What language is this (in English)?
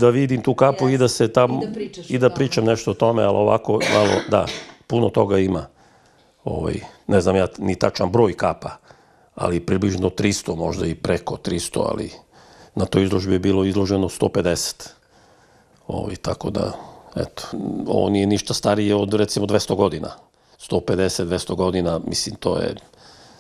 Serbian